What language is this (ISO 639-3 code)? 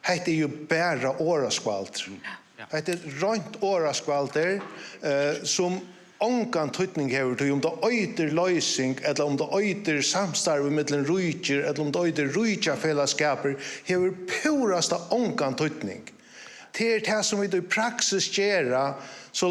fao